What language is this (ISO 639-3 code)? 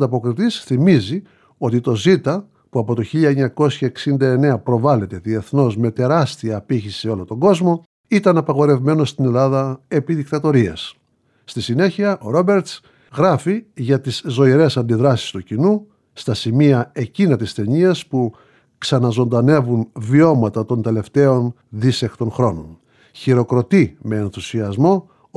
ell